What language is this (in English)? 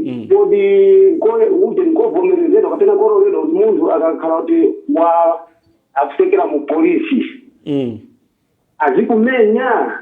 Nyanja